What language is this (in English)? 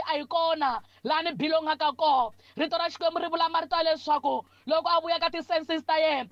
Tsonga